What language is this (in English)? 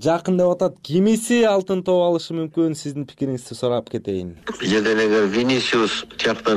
Kyrgyz